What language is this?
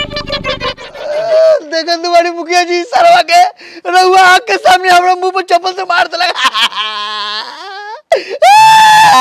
Bhojpuri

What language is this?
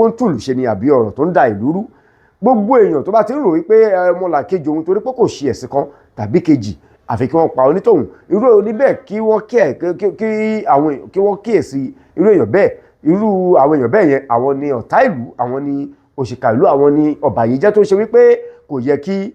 Yoruba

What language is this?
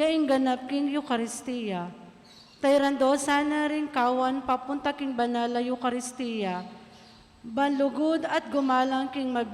Pampanga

